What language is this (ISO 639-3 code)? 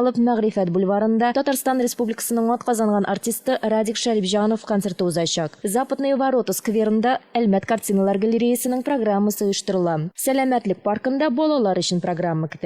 tat